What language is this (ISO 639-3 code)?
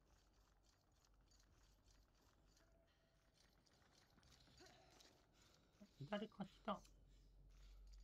jpn